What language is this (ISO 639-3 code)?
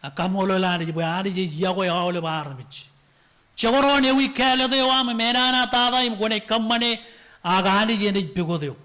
mah